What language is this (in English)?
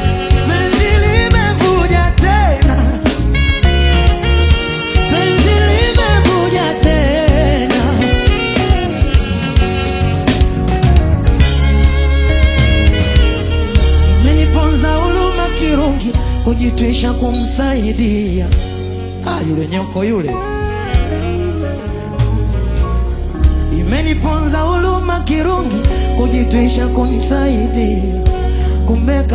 Swahili